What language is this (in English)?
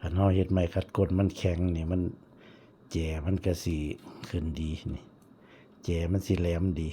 Lao